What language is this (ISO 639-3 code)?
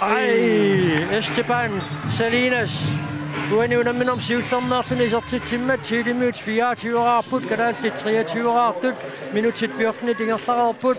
kal